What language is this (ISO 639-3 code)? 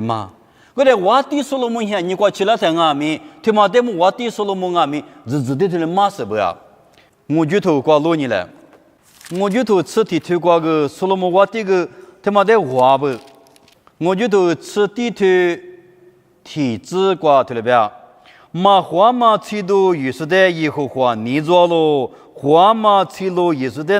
lis